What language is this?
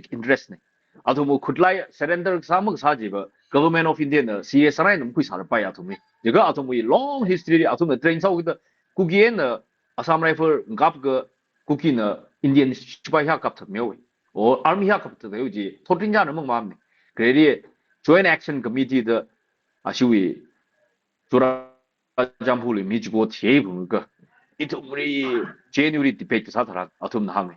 Tangkhul Naga (India)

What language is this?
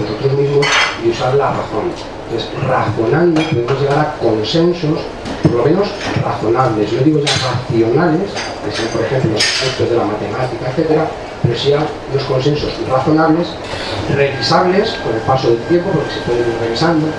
Spanish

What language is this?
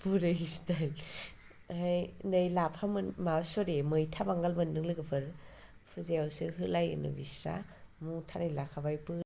Bodo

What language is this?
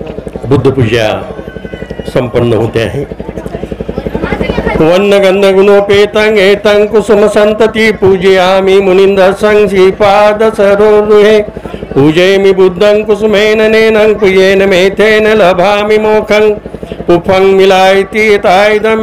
Marathi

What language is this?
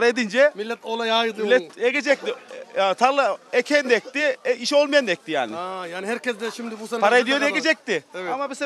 Turkish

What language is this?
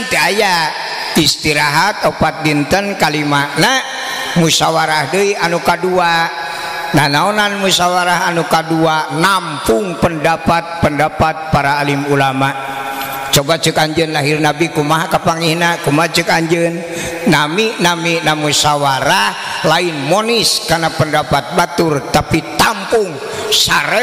Sundanese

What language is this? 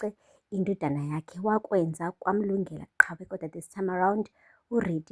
Zulu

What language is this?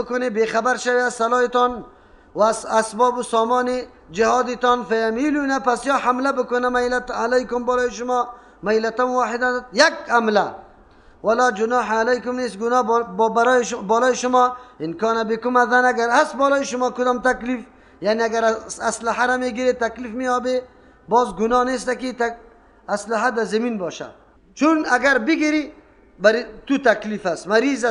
Persian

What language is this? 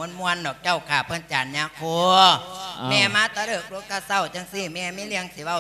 Lao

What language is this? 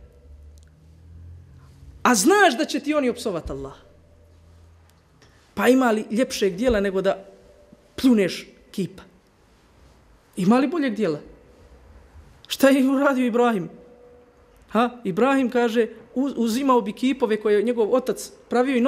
Bosnian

